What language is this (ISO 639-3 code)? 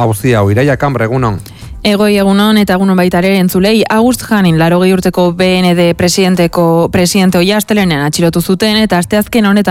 eus